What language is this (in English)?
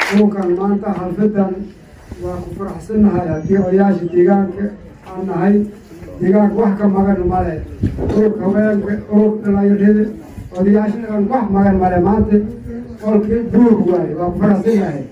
Somali